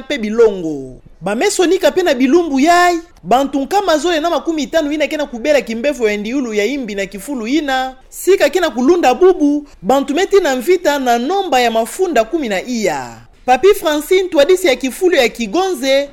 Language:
Kituba (Democratic Republic of Congo)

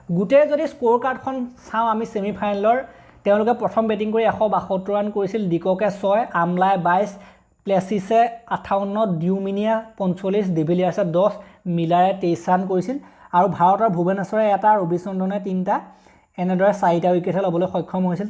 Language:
Assamese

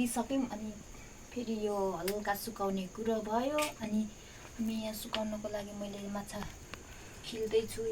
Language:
Nepali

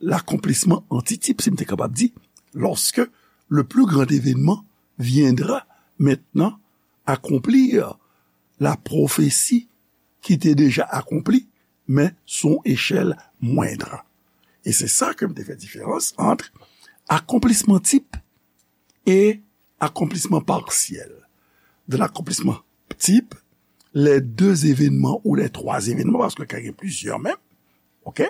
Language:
Haitian Creole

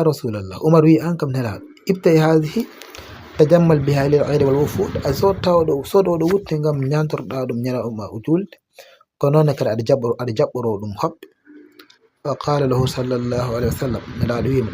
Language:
Fula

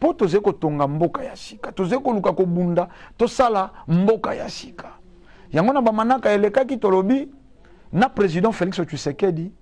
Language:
Lingala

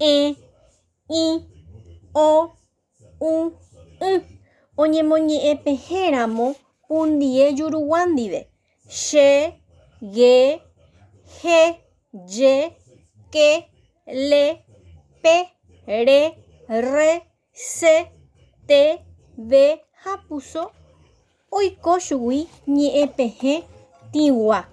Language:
Guarani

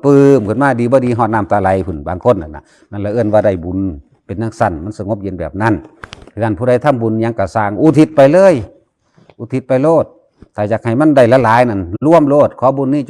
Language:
Northeastern Thai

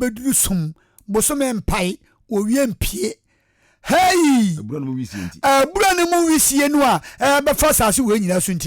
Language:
Akan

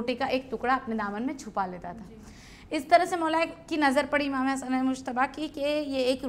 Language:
Urdu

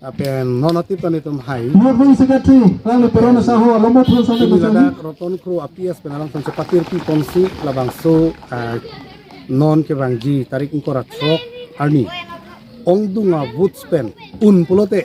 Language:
Karbi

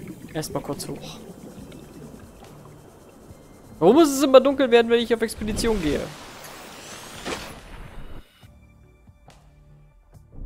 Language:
German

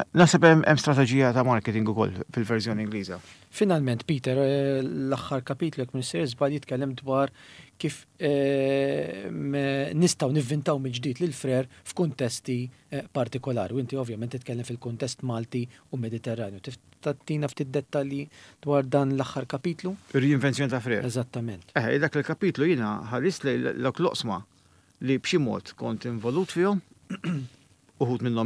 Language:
Maltese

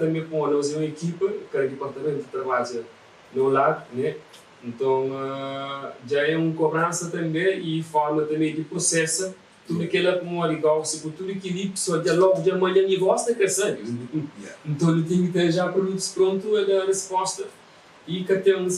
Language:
Kabuverdianu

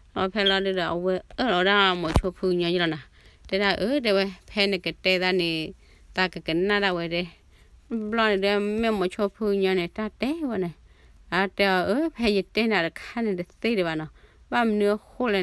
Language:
S'gaw Karen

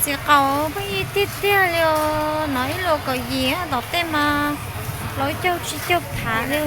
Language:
Hmong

